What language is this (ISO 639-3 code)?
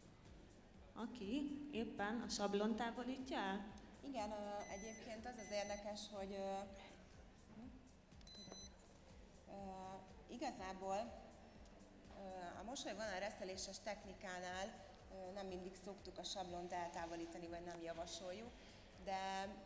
hun